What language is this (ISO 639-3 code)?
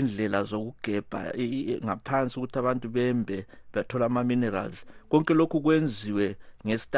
nde